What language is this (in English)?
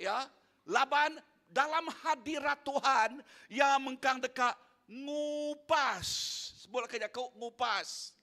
Iban